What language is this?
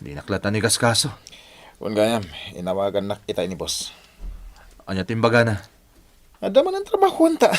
Iloko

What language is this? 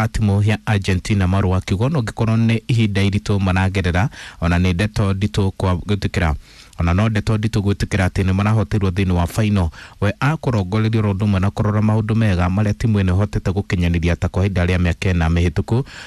Kikuyu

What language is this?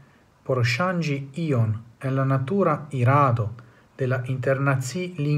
Esperanto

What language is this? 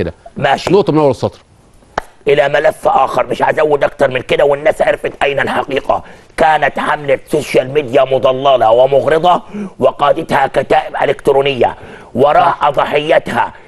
Egyptian Arabic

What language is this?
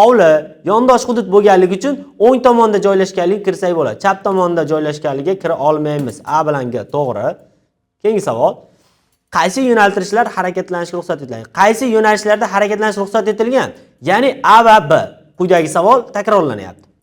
Uzbek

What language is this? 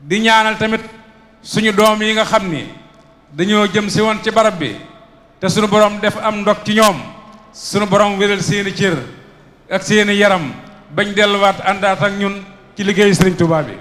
Wolof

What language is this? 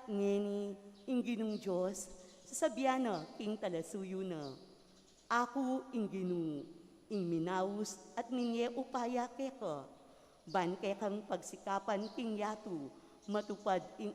Pampanga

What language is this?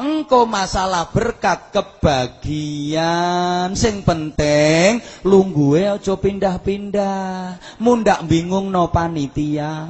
Javanese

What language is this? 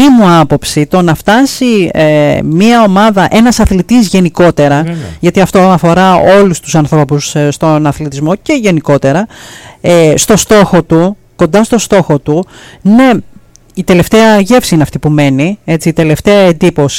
Greek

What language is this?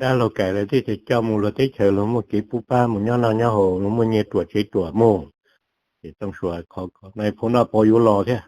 Hmong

